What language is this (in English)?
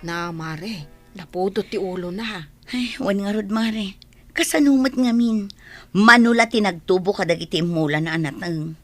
Iloko